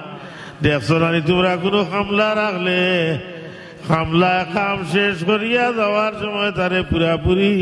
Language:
Sylheti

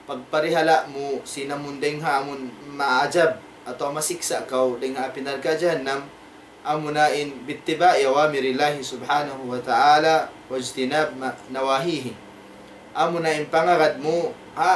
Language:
Tausug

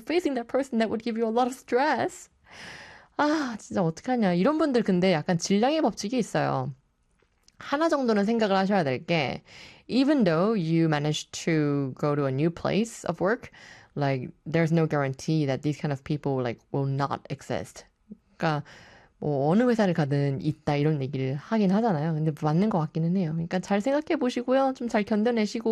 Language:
Korean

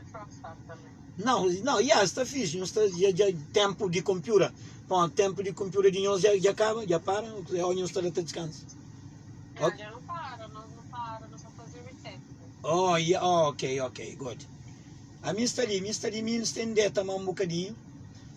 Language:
Kabuverdianu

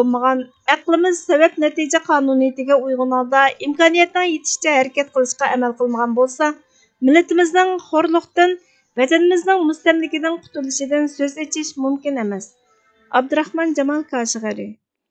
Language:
Uyghur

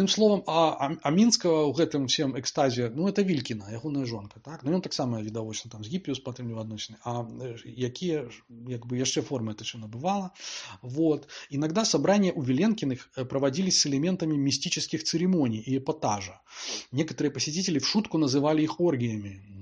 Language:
Belarusian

